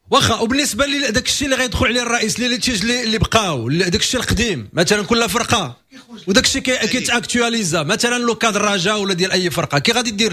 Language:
Moroccan Arabic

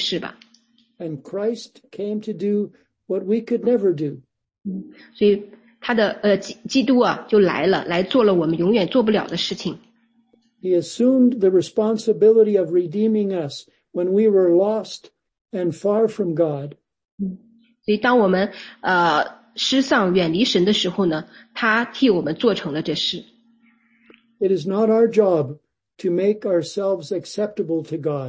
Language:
Chinese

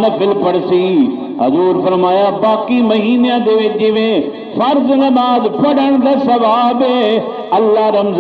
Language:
Saraiki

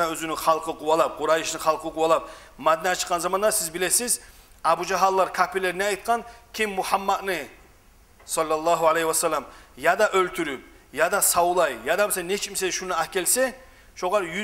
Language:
Kumyk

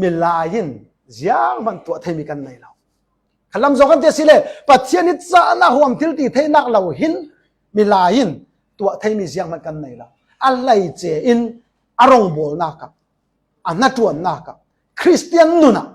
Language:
Falam Chin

